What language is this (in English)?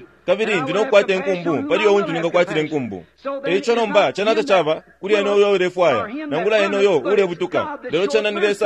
Bemba